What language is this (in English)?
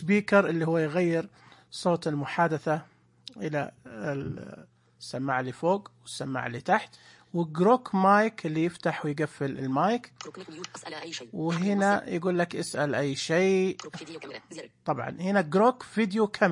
Najdi Arabic